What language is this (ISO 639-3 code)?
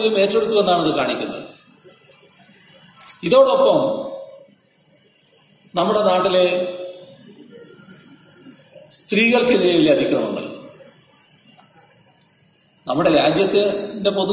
mal